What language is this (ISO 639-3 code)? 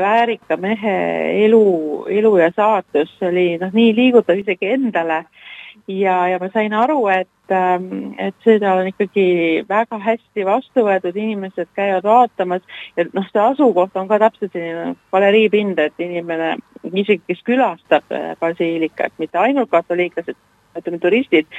est